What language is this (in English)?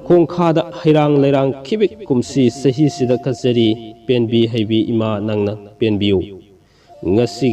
Manipuri